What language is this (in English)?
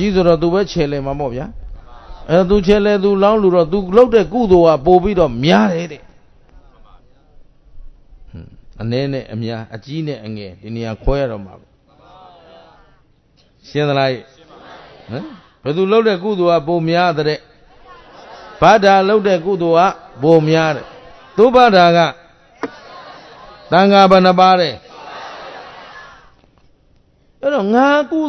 Burmese